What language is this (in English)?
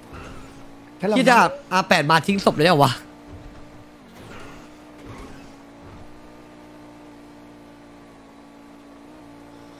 Thai